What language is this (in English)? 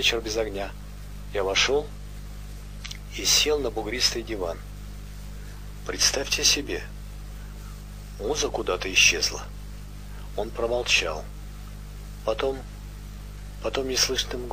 Russian